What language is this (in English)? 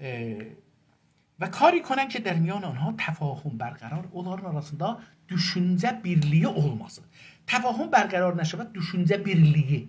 South Azerbaijani